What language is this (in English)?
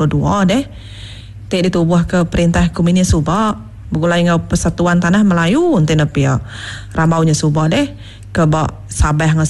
Iban